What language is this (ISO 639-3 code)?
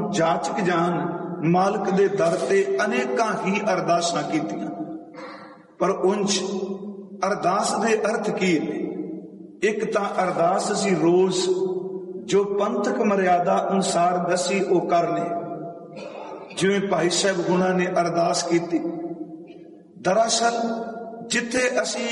pan